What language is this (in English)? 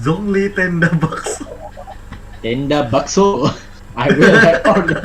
Banjar